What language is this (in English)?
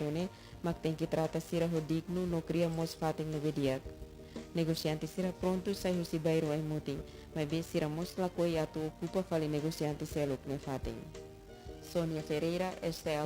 Tetum